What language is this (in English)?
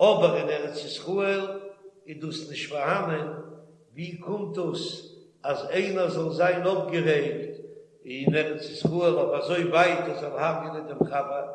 Yiddish